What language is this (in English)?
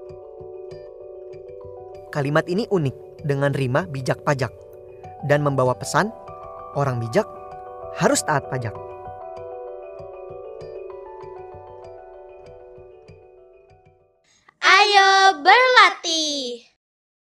Indonesian